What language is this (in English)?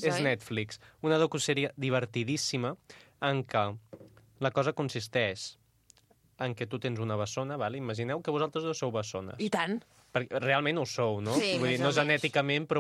Catalan